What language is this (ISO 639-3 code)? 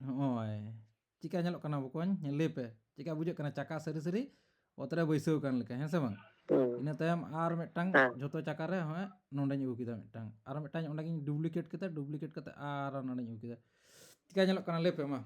sat